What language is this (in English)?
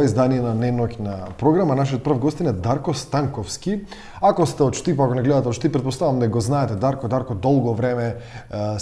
Macedonian